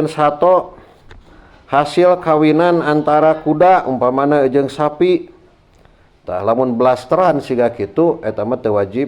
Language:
Sundanese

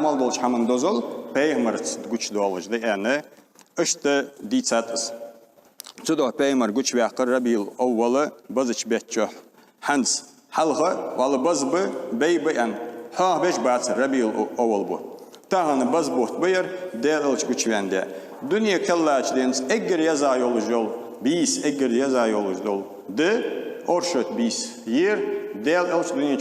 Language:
Ingush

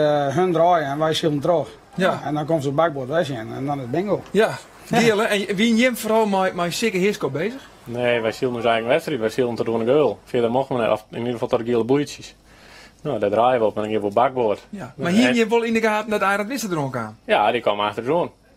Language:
Western Frisian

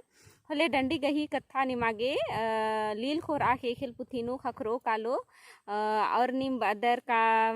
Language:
Kurukh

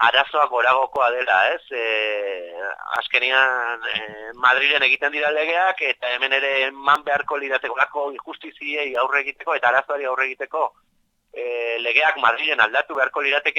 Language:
Basque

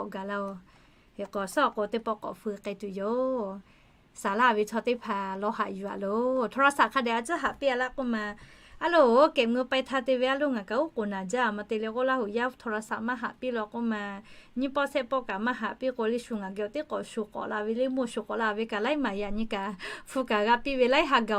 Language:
Lahu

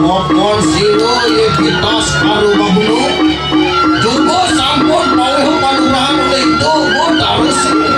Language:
Balinese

